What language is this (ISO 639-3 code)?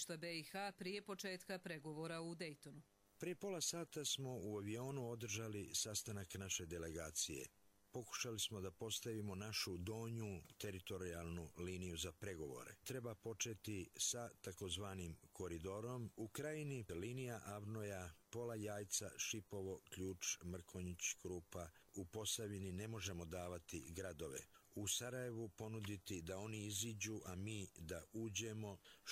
bos